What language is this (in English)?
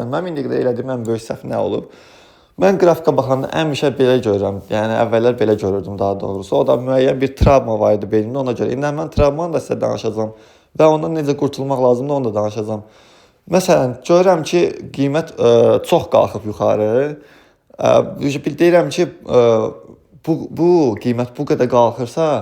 Azerbaijani